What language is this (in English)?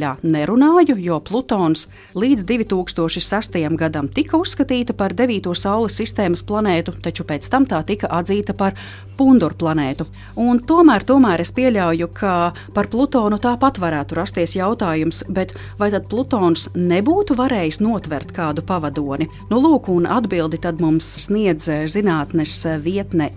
Latvian